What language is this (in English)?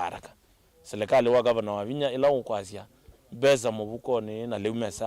Kamba